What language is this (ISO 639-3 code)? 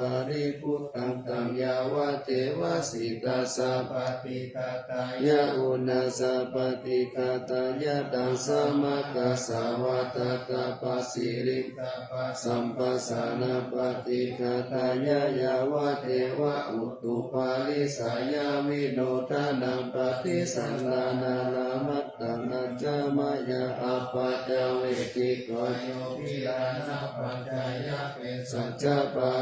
pli